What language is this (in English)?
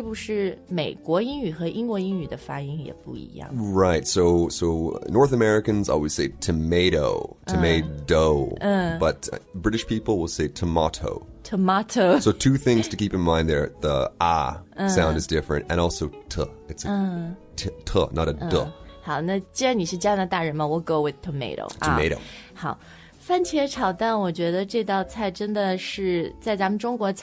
Chinese